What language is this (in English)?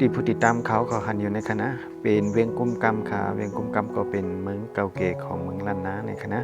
Shan